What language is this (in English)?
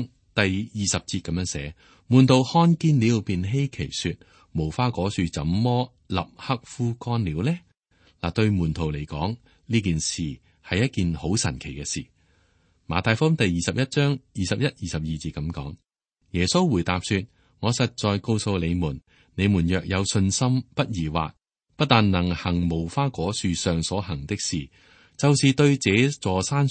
Cantonese